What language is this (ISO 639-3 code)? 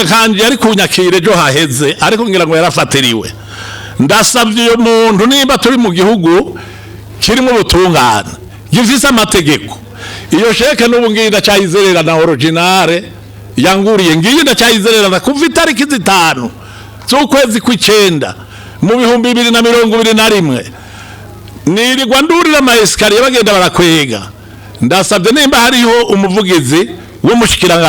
run